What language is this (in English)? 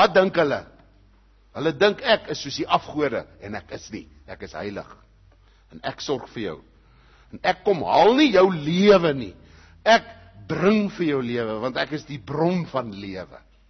Afrikaans